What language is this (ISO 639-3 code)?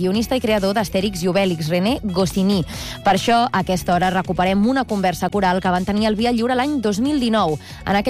cat